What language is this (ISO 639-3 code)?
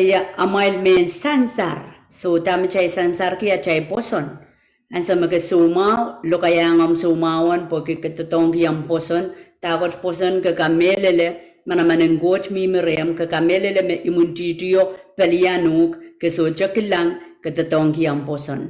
pon